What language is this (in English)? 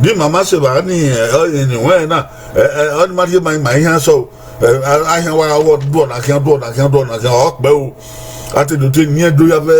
Bini